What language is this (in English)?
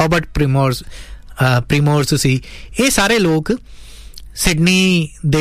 Punjabi